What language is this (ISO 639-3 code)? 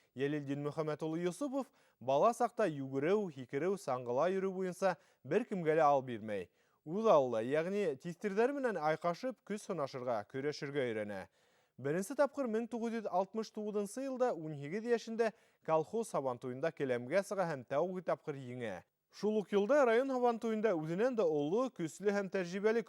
bak